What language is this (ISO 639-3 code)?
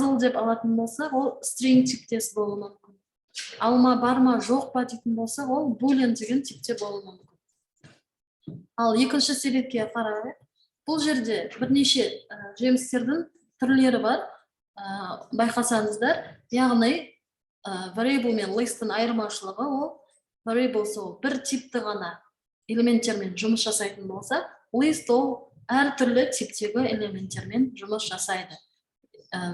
kaz